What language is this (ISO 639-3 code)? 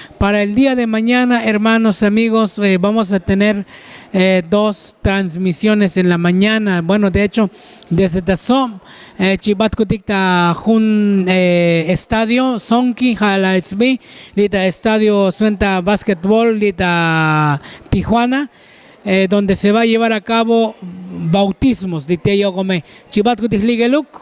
tzo